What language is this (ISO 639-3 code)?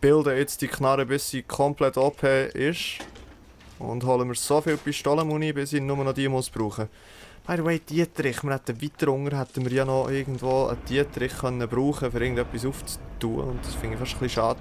gsw